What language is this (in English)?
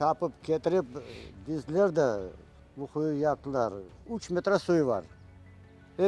Crimean Tatar